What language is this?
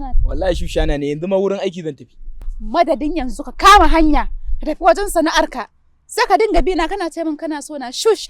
Hausa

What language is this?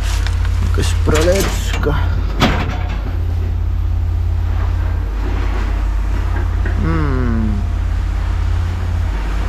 Polish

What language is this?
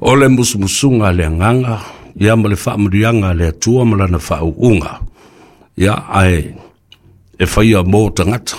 Samoan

